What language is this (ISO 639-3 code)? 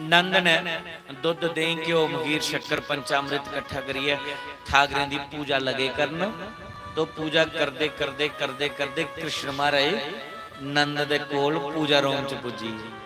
doi